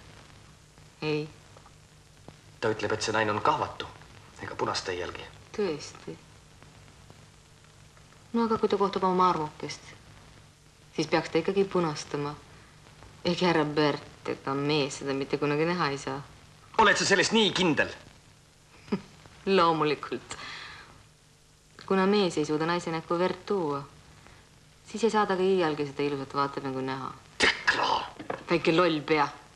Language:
Estonian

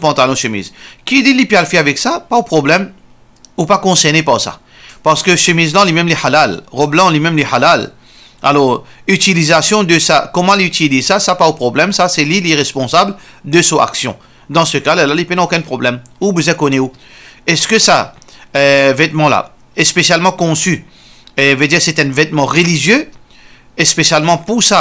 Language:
Morisyen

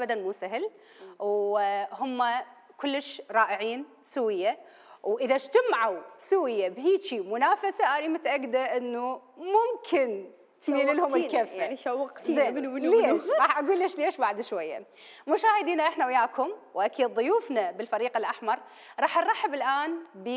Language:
Mesopotamian Arabic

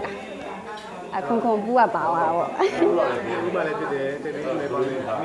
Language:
Burmese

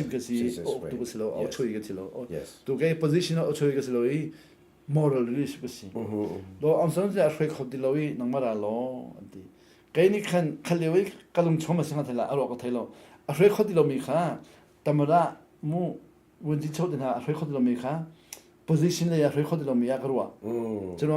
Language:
Hakha Chin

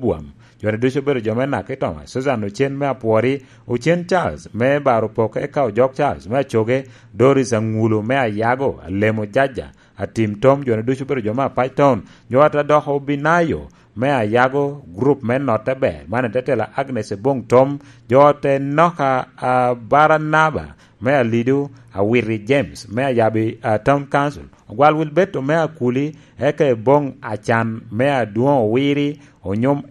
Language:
Lango (Uganda)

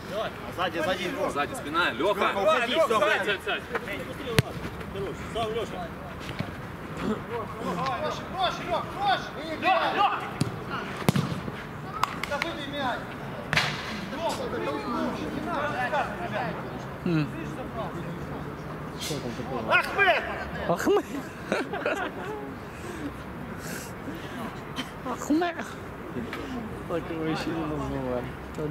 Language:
Russian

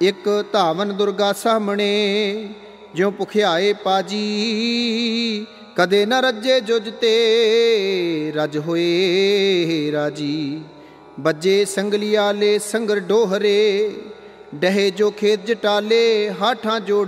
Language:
Punjabi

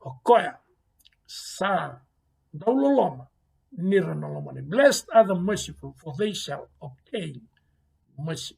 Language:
Fijian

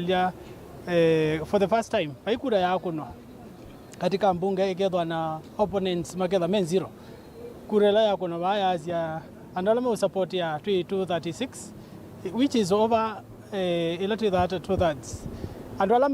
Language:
Kamba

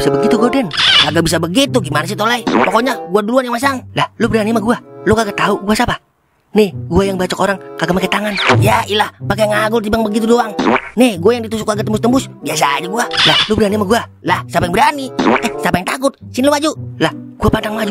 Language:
Betawi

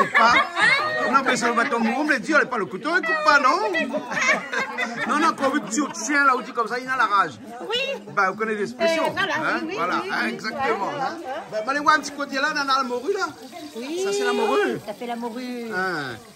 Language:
Réunion Creole French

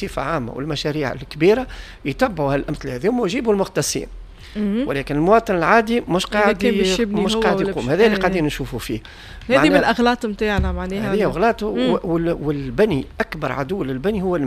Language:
Tunisian Arabic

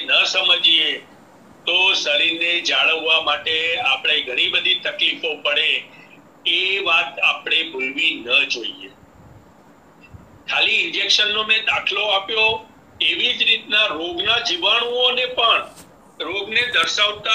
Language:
Gujarati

